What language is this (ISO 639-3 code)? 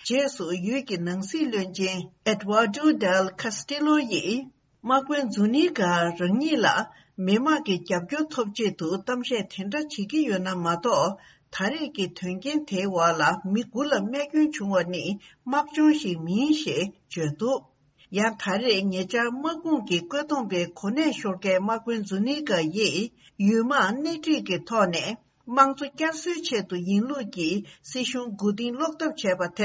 bod